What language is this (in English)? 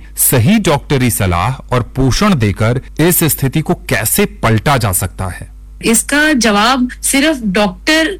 Hindi